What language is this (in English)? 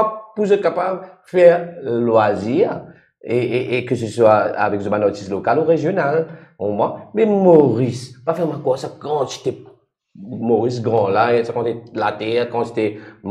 Morisyen